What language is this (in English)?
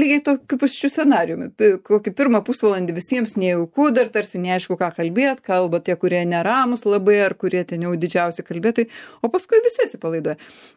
Lithuanian